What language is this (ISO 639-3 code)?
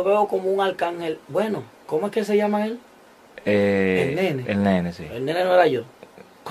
spa